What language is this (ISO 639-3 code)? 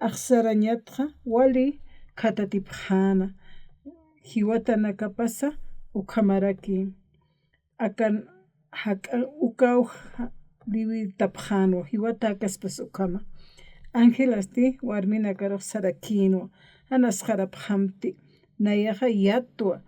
aym